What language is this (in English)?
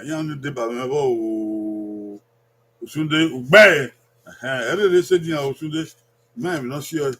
Bini